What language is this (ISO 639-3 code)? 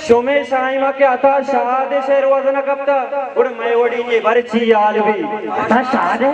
bal